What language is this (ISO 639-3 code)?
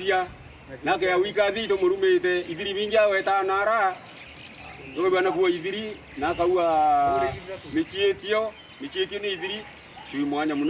mer